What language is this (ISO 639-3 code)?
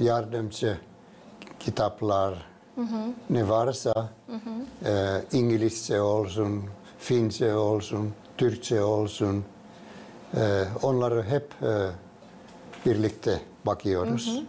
gag